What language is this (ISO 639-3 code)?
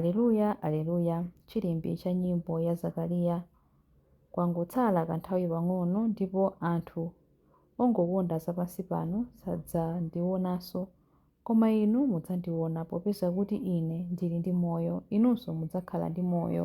nya